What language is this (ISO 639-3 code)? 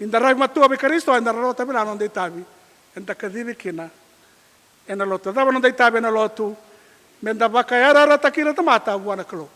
fij